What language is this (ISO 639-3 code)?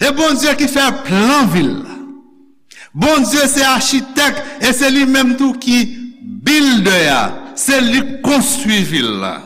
hat